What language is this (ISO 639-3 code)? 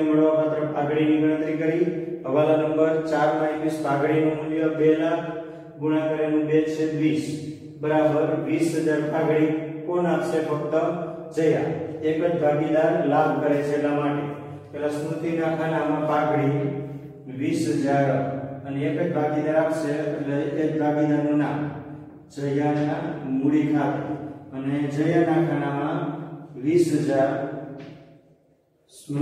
guj